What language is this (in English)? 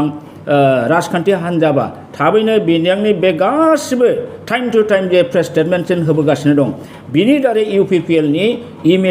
Bodo